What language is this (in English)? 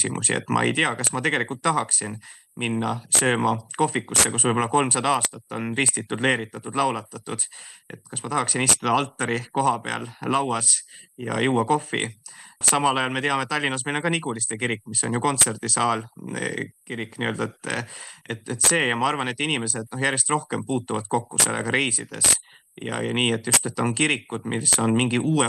Estonian